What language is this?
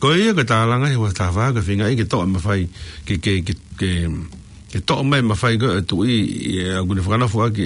Tongan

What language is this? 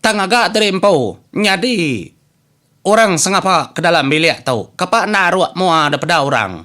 Iban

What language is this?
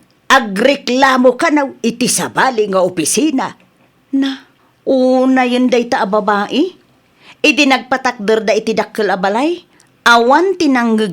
Iloko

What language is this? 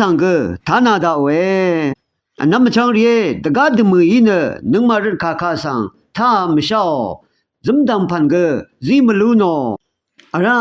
Rawang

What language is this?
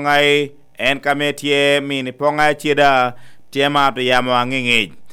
Lango (Uganda)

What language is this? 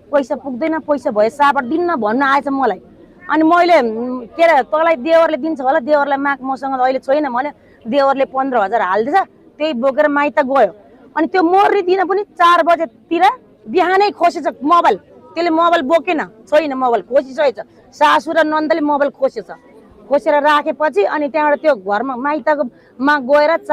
Nepali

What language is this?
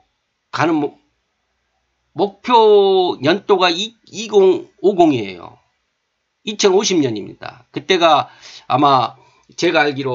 Korean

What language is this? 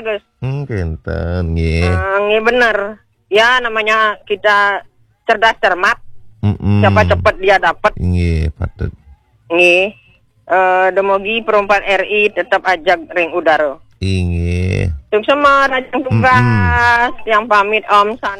Balinese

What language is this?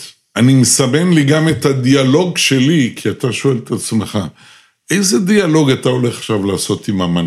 Hebrew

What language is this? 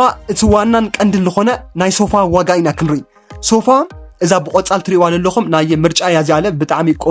Tigrinya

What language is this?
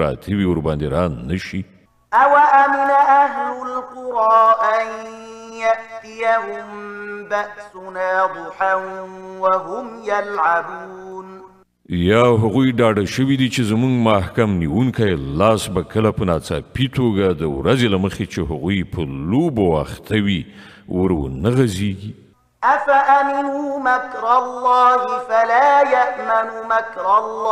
Pashto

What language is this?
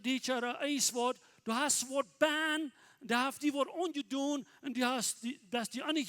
Plautdietsch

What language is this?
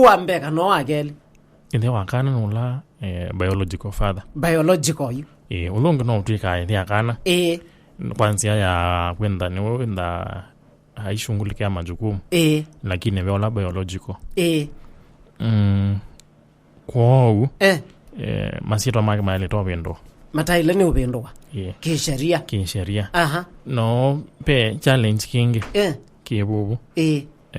Kamba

